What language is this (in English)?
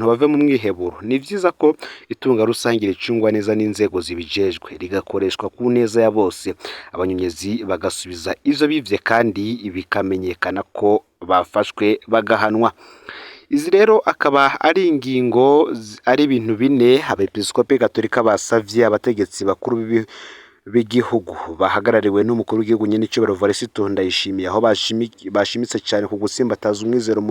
Rundi